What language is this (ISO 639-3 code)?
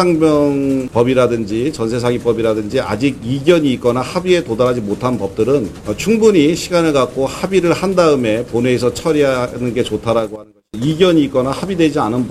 kor